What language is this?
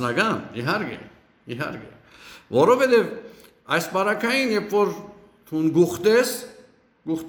Western Armenian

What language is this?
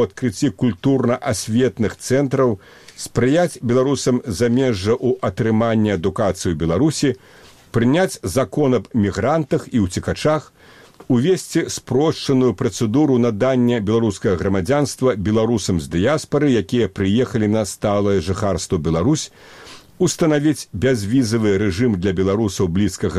Belarusian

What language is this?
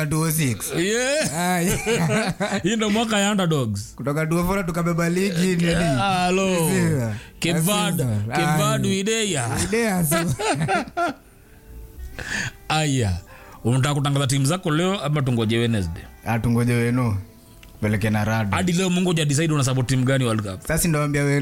Swahili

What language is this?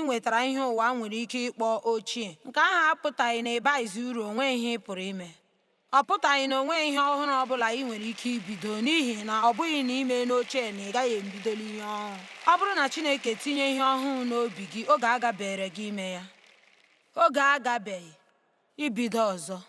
Igbo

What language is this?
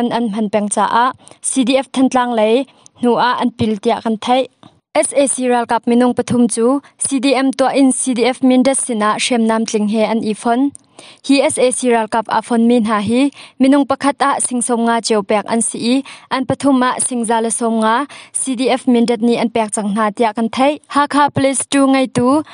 Hakha Chin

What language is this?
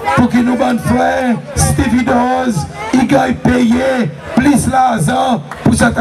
Seselwa Creole French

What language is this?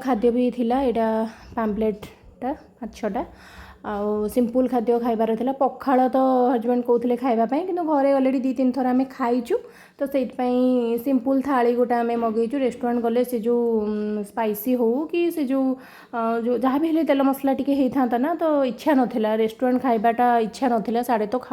Odia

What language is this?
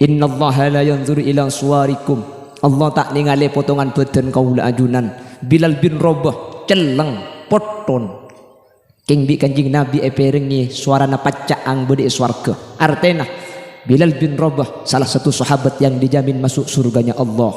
Madurese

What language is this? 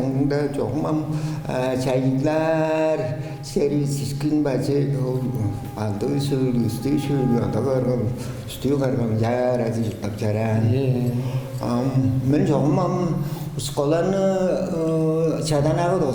Tuvinian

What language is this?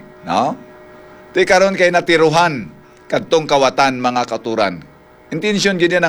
Hiligaynon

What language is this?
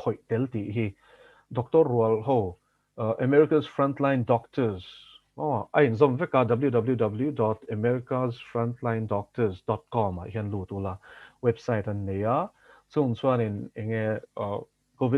Mizo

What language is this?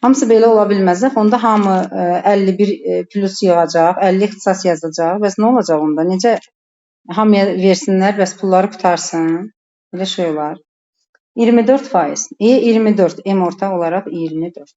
Azerbaijani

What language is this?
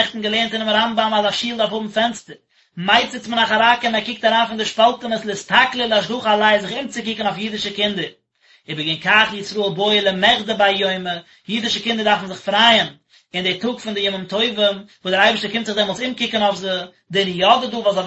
Yiddish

